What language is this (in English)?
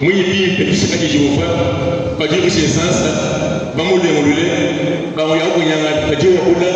Luba-Lulua